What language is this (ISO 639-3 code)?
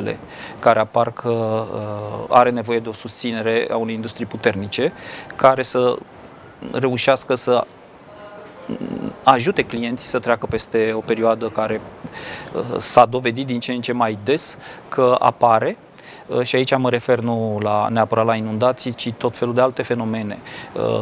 ron